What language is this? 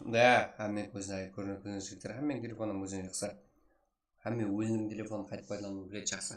Kara-Kalpak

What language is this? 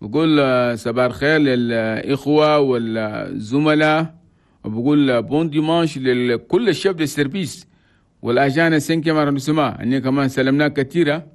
Chadian Arabic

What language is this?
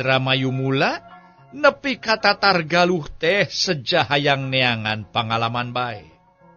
Sundanese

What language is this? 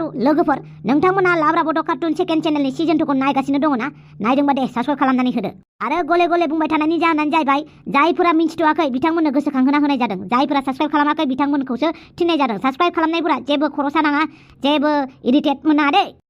Bodo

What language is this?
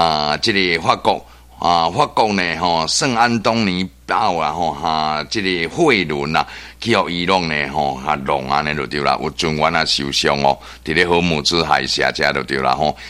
Min Nan Chinese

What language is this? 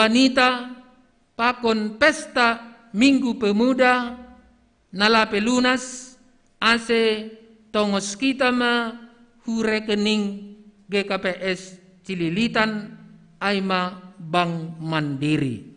Batak Simalungun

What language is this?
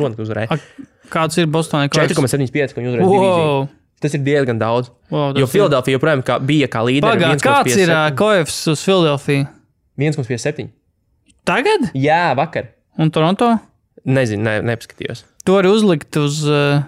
Latvian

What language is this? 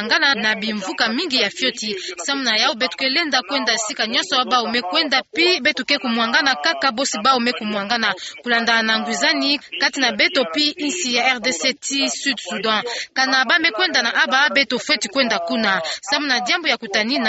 Kituba (Democratic Republic of Congo)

